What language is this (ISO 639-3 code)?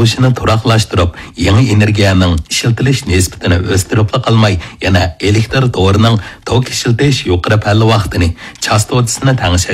uig